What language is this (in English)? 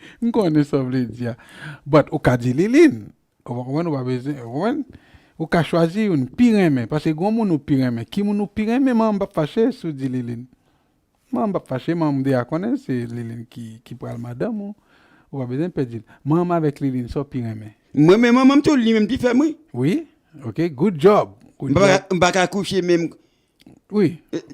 Haitian Creole